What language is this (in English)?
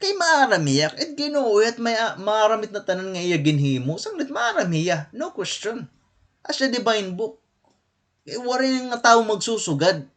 Waray